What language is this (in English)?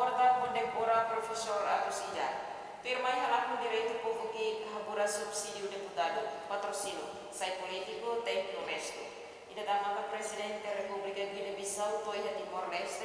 Tetum